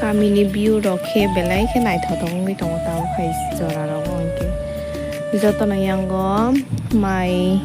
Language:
Kok Borok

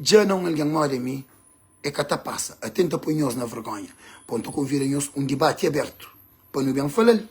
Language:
Kabuverdianu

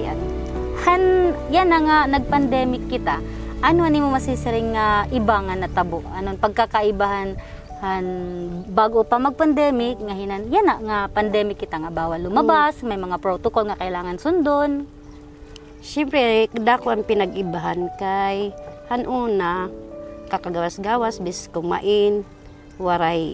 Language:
Waray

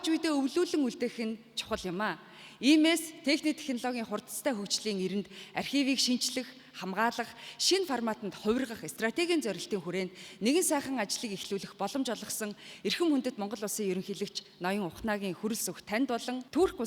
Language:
Mongolian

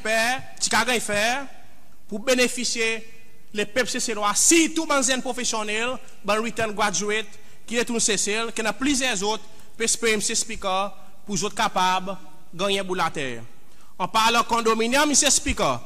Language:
Seselwa Creole French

